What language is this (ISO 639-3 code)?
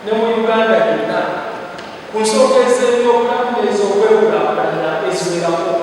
xog